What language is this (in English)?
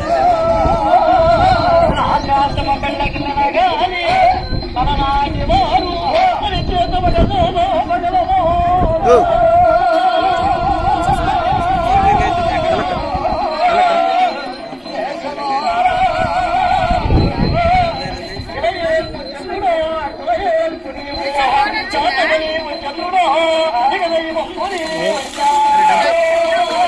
Telugu